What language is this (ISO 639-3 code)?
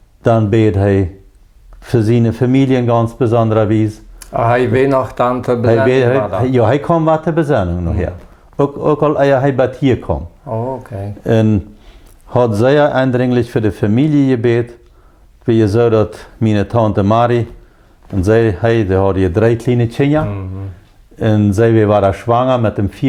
pdt